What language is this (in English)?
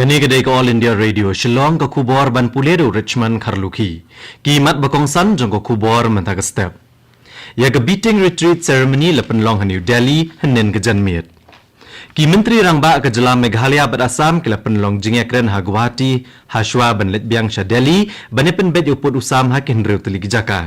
Khasi